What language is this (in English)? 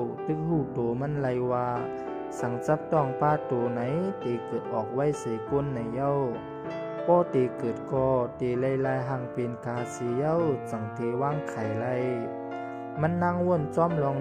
Shan